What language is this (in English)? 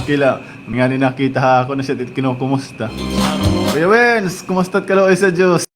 Waray